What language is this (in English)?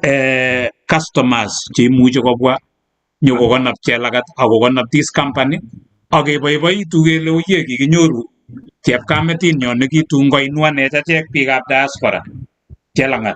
Kalenjin